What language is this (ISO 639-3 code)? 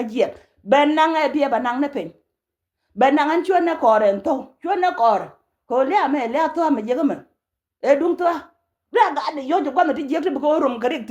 nus